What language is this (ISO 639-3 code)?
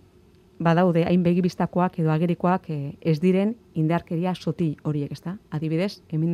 eus